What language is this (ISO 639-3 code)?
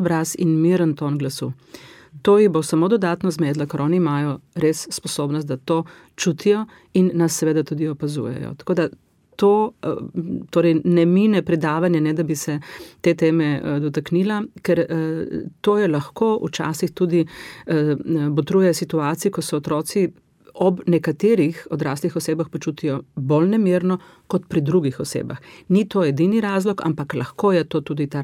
slv